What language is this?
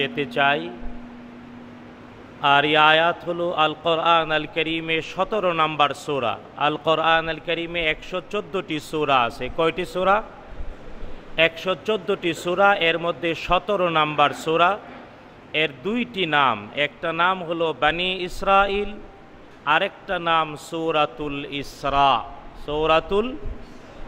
Bangla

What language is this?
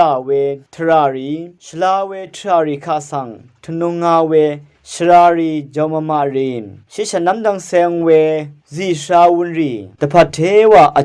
Rawang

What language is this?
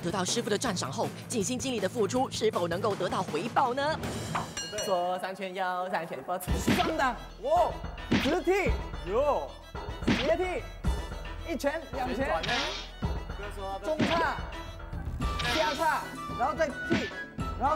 Chinese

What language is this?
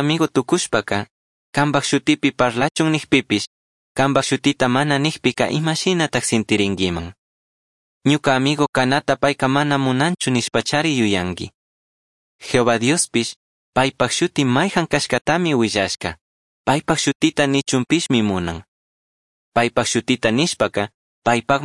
Chimborazo Highland Quichua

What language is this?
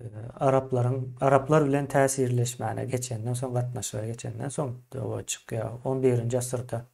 Turkmen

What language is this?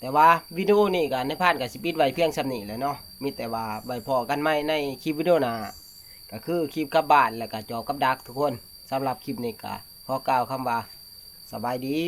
Northeastern Thai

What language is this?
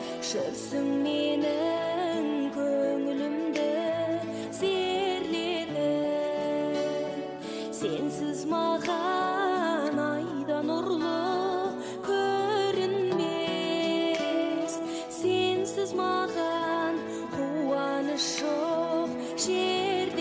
Kazakh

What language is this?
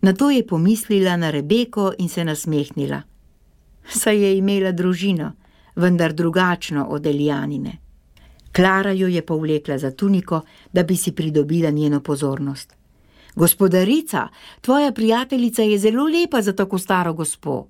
Slovenian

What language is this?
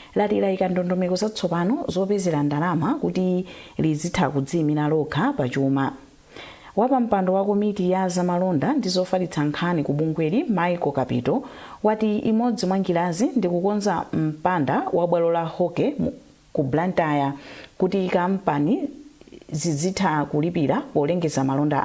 Nyanja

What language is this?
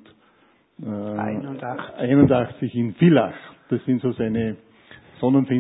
German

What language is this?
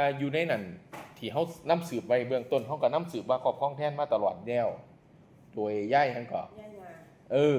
Lao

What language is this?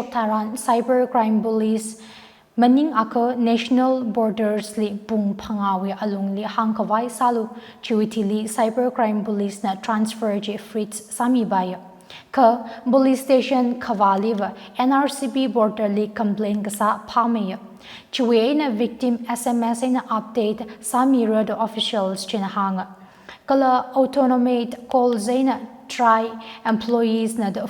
Tangkhul Naga (India)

